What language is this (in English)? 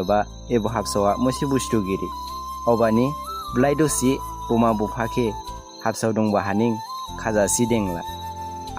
Dimasa